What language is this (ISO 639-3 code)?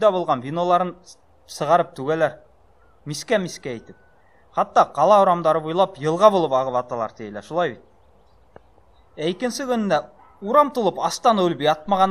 bak